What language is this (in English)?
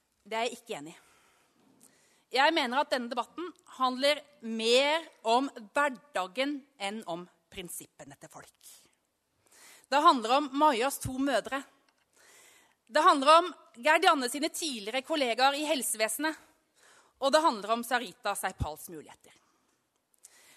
Norwegian